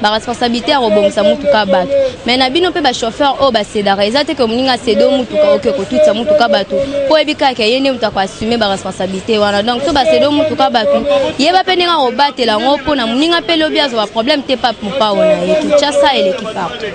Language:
Lingala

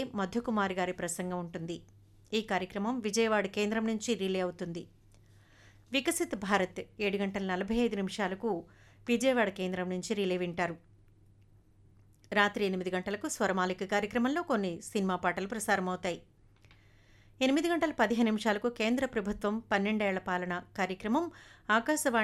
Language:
Telugu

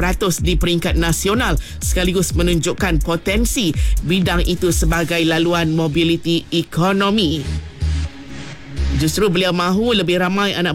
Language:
Malay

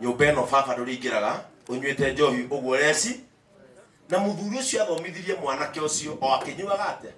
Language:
Kikuyu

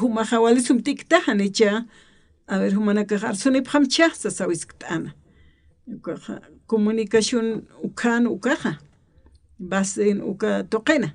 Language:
Aymara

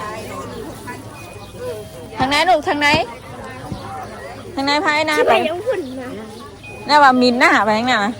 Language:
Northeastern Thai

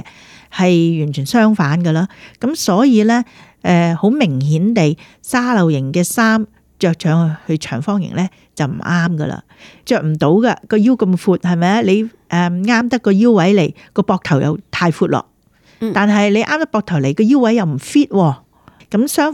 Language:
Cantonese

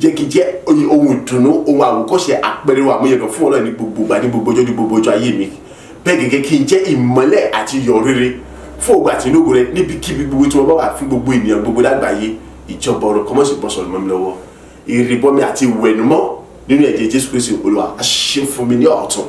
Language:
Yoruba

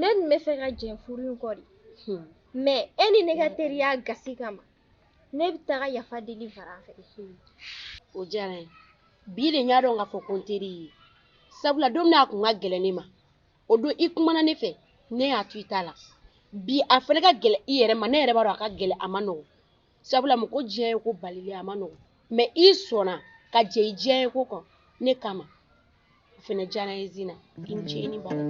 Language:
Bambara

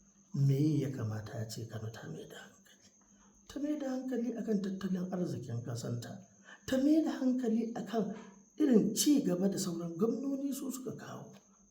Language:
Hausa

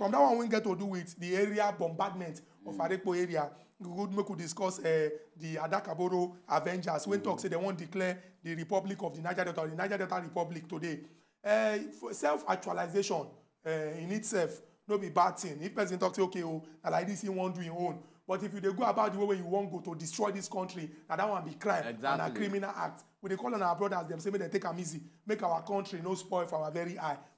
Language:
Nigerian Pidgin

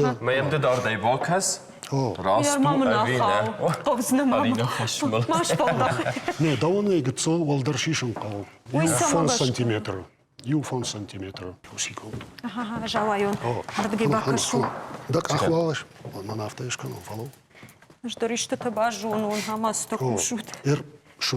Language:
Ossetic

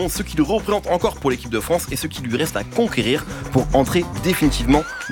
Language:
French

